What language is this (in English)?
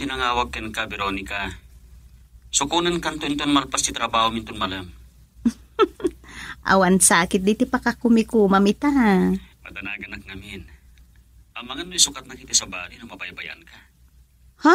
Iloko